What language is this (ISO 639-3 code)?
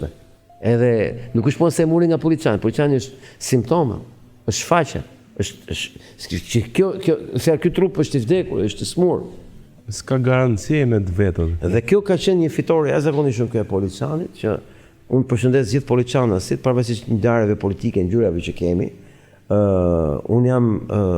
sqi